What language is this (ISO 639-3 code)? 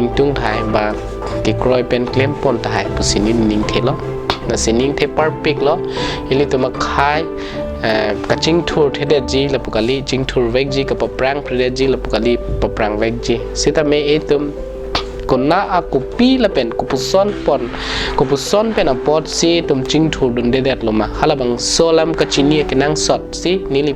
mjw